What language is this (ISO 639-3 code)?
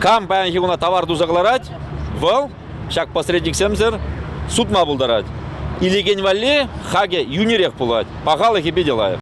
chv